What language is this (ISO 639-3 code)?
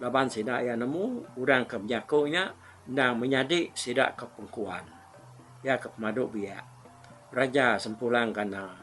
iba